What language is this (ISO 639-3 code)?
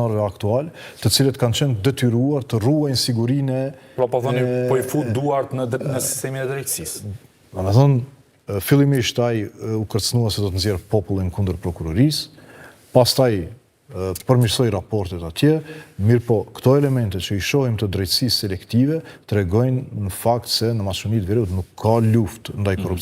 sqi